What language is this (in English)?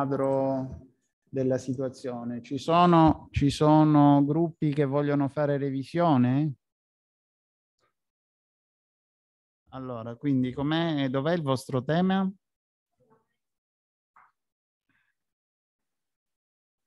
Italian